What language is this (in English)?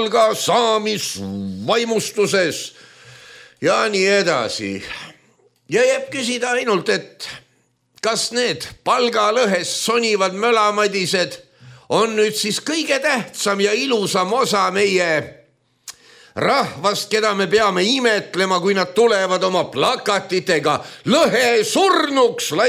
Estonian